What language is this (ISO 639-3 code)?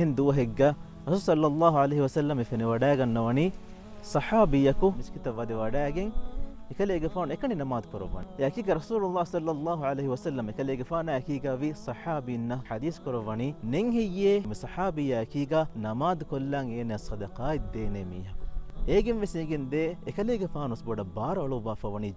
div